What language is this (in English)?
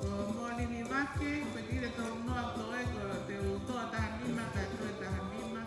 Tongan